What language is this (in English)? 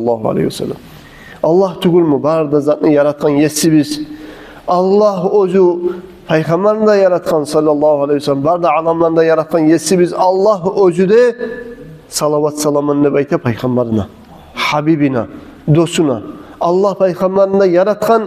Kumyk